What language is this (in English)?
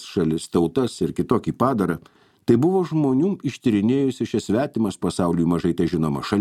Lithuanian